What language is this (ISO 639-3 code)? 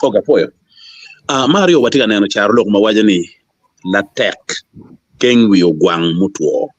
ach